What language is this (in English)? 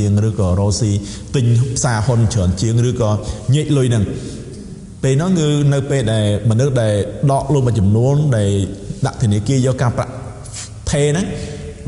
Khmer